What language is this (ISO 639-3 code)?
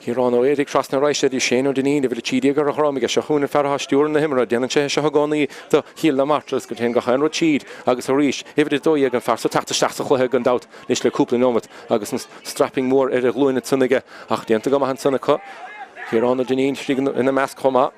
gle